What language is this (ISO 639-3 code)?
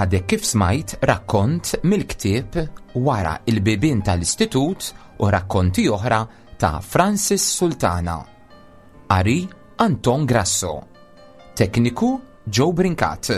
mlt